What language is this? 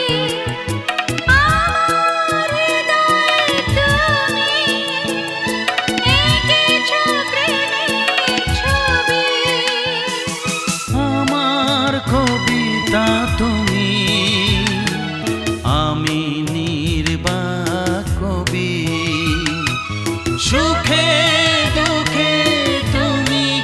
Bangla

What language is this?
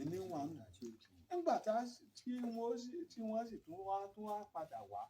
Yoruba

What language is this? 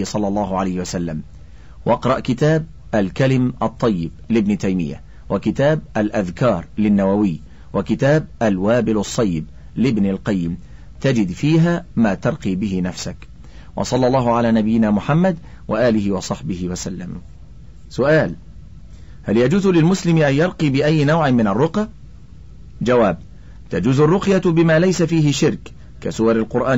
Arabic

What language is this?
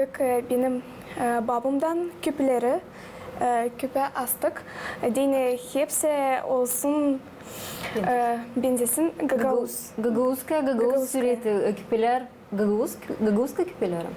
Gagauz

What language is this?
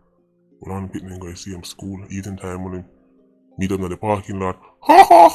Jamaican Creole English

